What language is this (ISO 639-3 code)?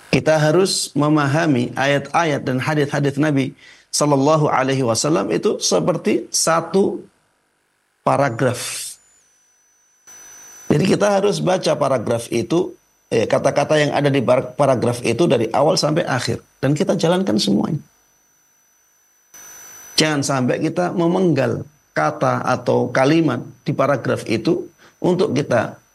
ind